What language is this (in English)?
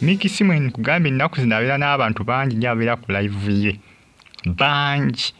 Ganda